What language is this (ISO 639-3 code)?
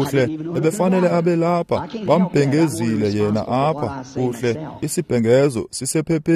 xho